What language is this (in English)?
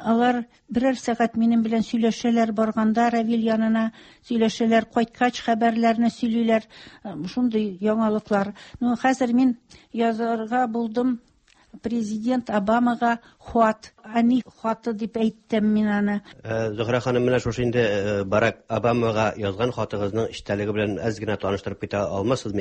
Tatar